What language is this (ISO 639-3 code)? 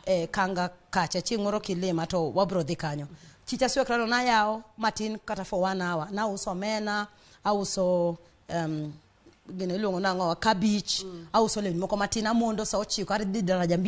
luo